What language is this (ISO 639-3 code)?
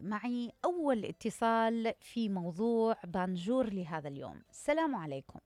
acm